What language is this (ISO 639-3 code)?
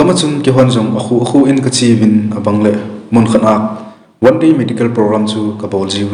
tcz